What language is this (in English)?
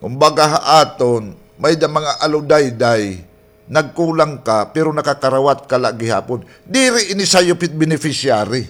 Waray